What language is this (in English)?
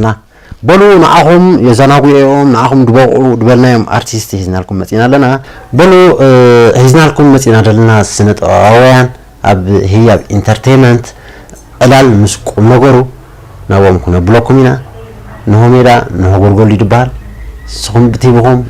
Tigrinya